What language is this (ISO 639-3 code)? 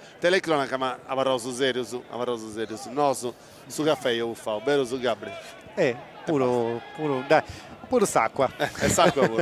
srd